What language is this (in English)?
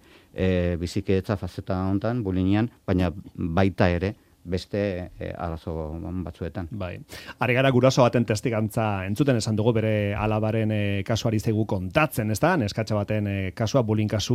Basque